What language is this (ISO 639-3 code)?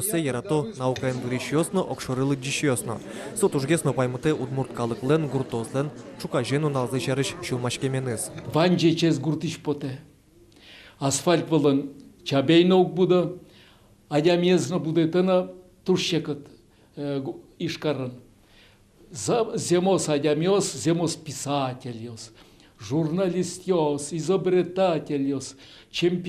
udm